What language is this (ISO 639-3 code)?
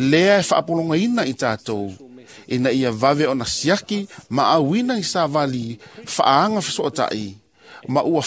smo